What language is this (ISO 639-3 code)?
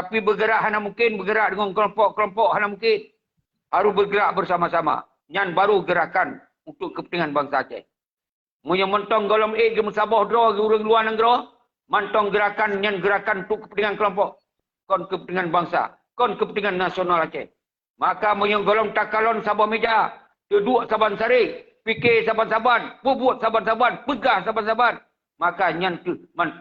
ace